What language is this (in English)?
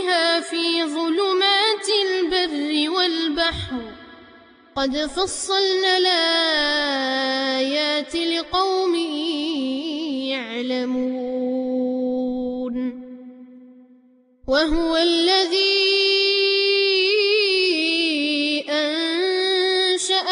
Arabic